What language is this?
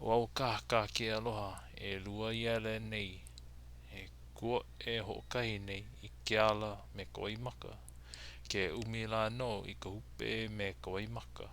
Hawaiian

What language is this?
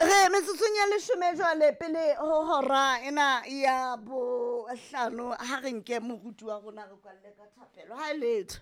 Southern Sotho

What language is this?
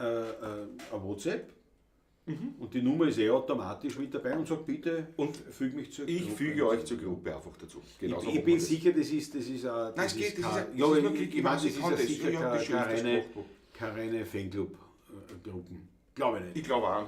Bavarian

